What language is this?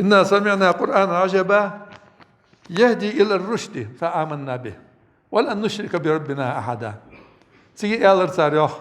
Ingush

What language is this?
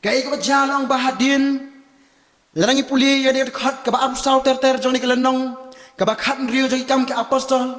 Khasi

